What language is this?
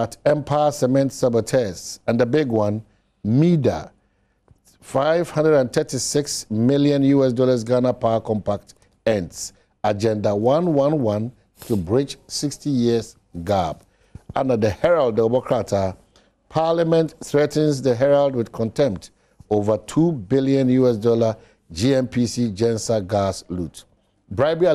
Akan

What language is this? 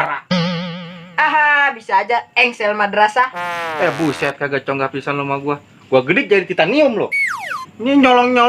Betawi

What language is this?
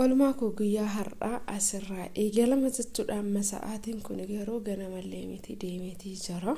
Oromo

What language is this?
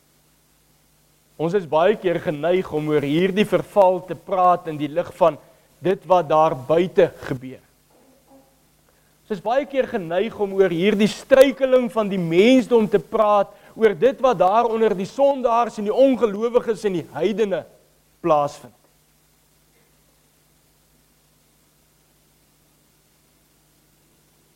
Afrikaans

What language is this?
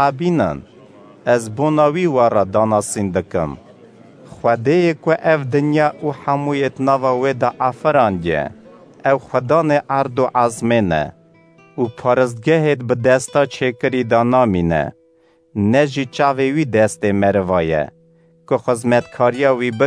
Kurdish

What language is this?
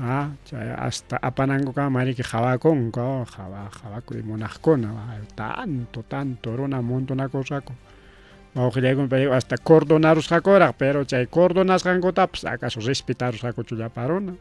Ayacucho Quechua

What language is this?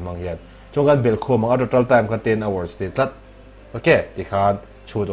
Mizo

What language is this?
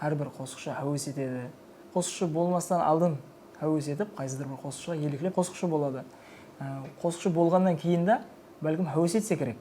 Kara-Kalpak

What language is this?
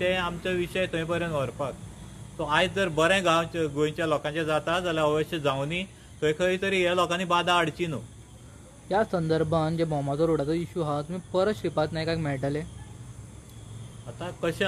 Konkani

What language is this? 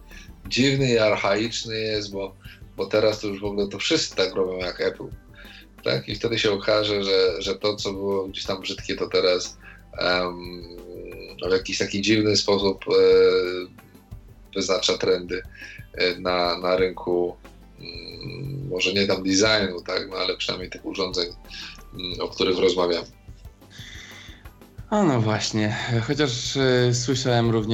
Polish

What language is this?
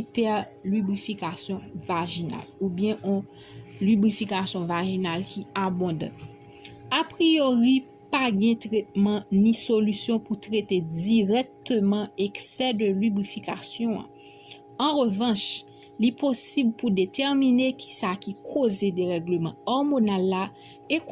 Haitian Creole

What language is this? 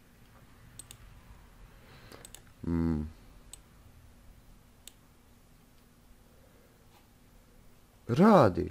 Croatian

